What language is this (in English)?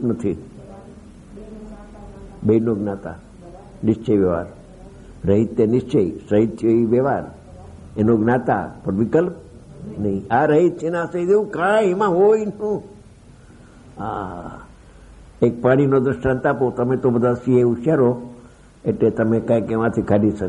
Gujarati